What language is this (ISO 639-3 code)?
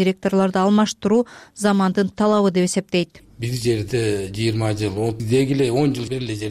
kir